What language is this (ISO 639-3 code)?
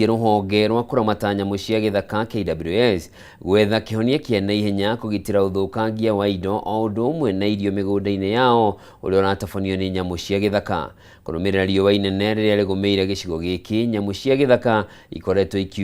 kik